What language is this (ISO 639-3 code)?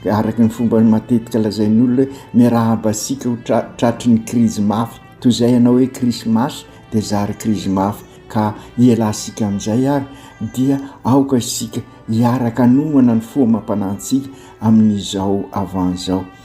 mlg